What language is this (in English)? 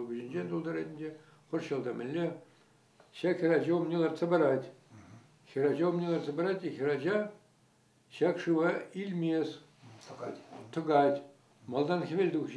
Chuvash